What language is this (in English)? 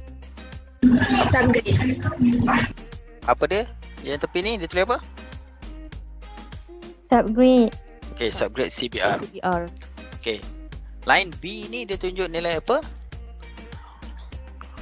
Malay